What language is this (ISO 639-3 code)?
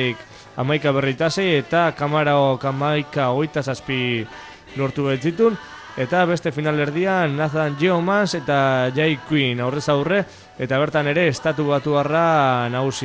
eus